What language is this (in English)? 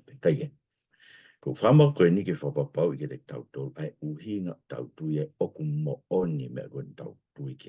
Tongan